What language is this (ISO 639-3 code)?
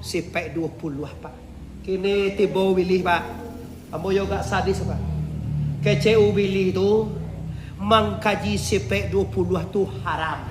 min